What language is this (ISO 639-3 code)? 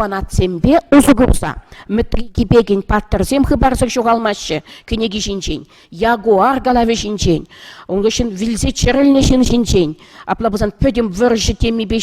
chv